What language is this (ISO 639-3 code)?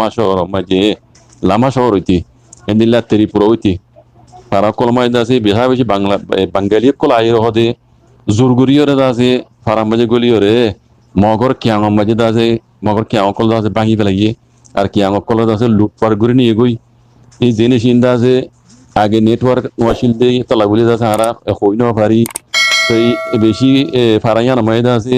rhg